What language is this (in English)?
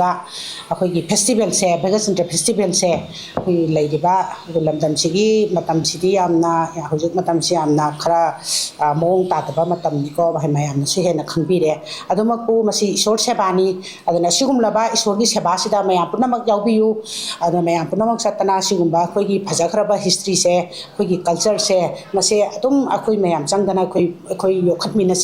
Manipuri